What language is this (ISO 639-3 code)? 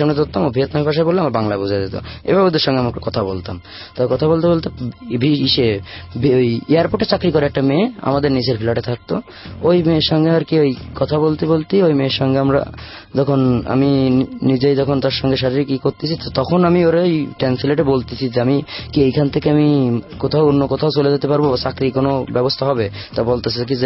ben